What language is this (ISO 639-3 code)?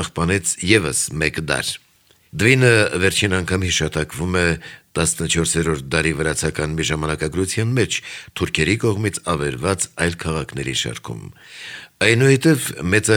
hye